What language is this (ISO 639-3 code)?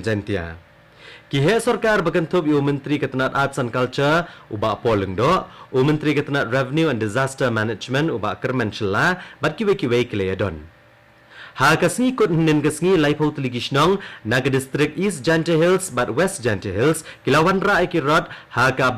kha